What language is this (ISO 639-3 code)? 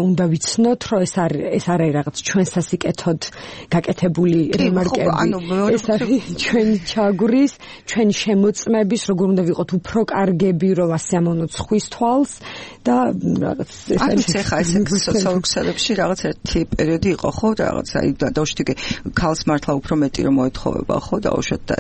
kat